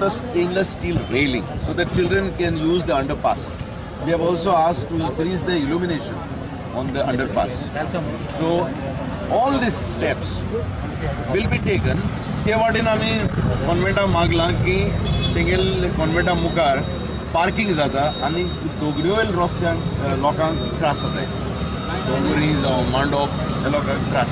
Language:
Konkani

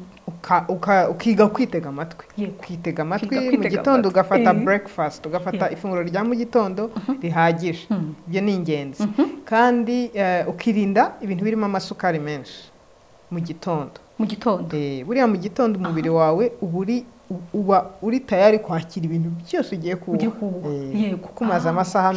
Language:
Kinyarwanda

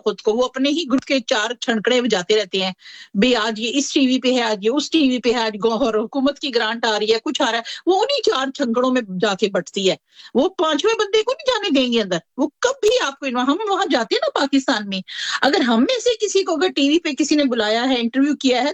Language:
Urdu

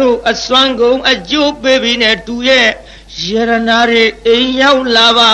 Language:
Burmese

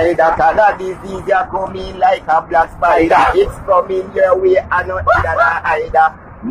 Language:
Jamaican Creole English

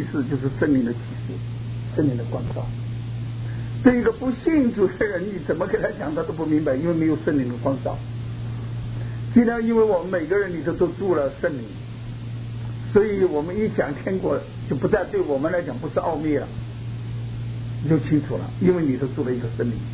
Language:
Chinese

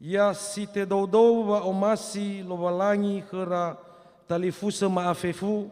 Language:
Nias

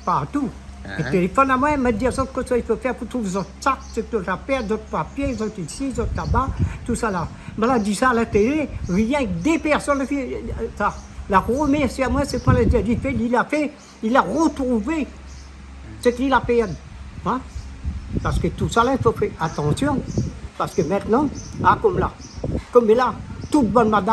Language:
Réunion Creole French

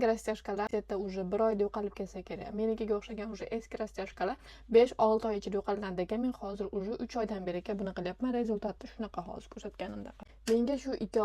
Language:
Uzbek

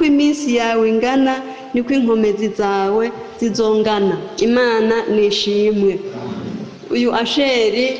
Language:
Rundi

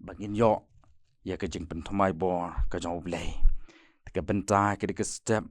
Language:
Khasi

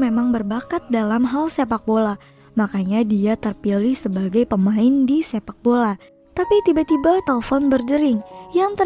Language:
Indonesian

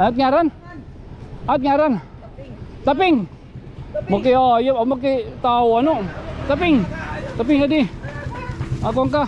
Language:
Waray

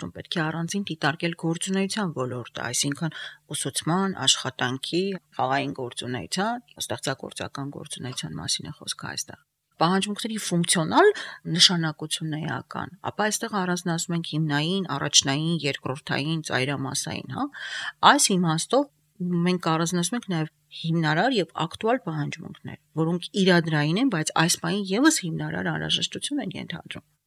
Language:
Armenian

